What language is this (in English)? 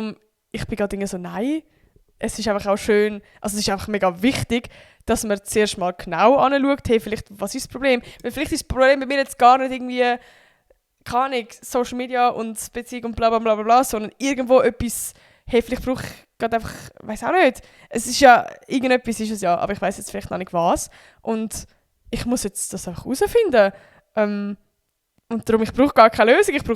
Swiss German